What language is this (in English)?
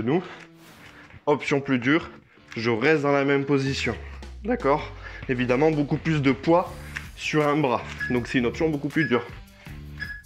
French